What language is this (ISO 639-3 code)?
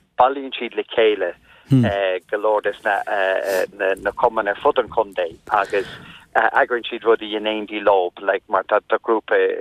gle